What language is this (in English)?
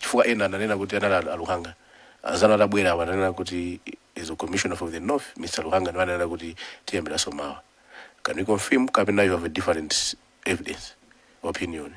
Nyanja